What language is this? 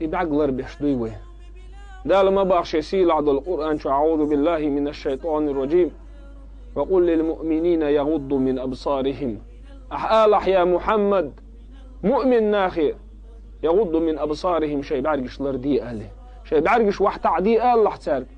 Chechen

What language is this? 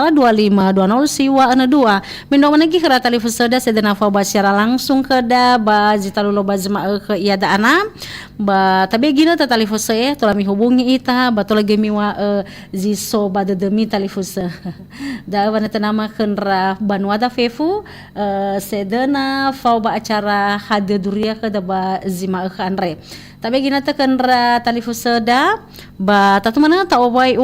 Nias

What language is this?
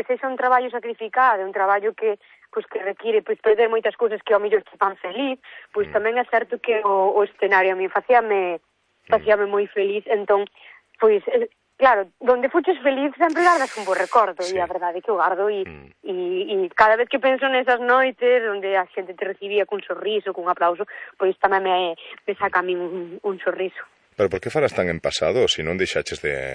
Galician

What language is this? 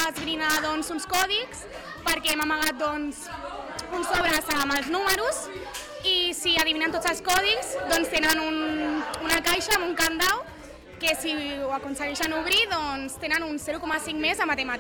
Catalan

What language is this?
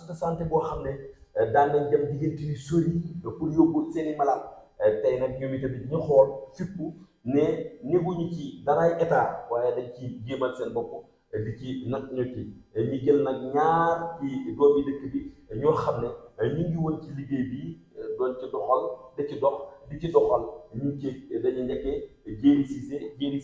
Wolof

